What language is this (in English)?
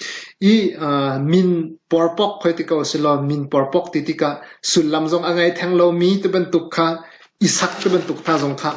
Hakha Chin